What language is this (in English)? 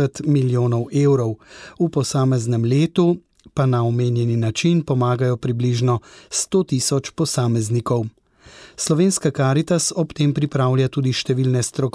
Slovenian